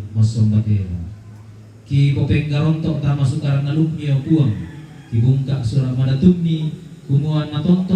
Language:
Toraja-Sa'dan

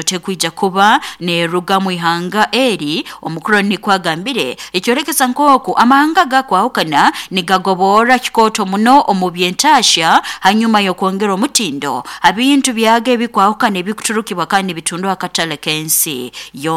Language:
Nyoro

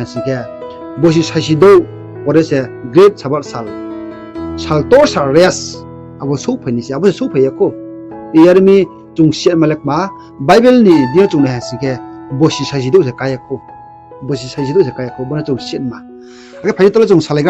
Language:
Riang (India)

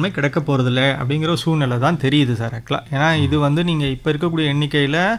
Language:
Tamil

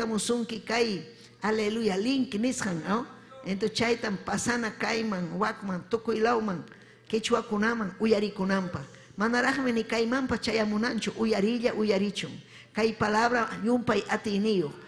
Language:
Ayacucho Quechua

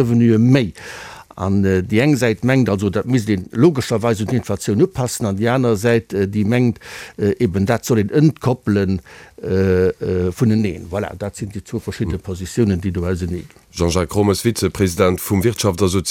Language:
Luxembourgish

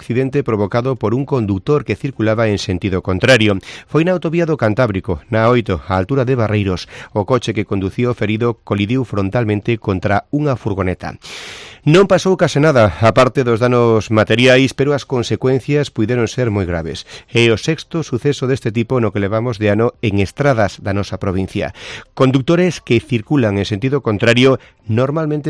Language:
Galician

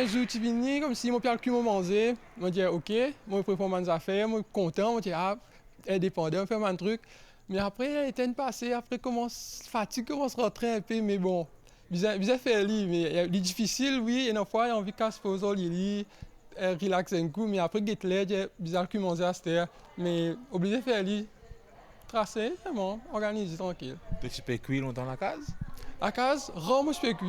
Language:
Morisyen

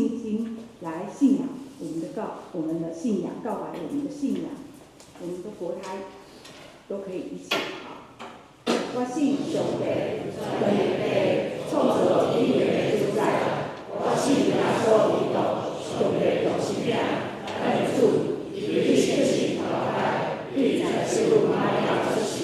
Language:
Min Nan Chinese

